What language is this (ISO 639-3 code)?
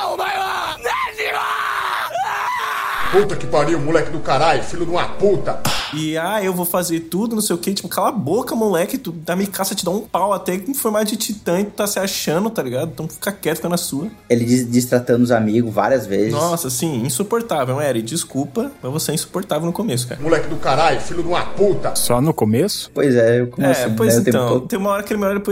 por